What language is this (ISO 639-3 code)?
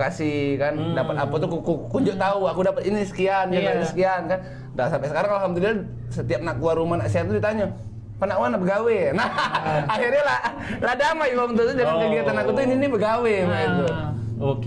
mui